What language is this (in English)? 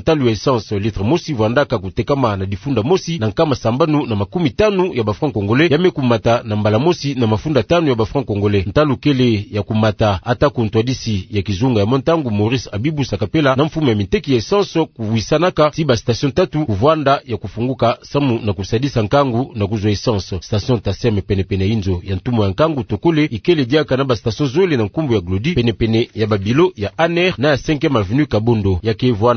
Kituba (Democratic Republic of Congo)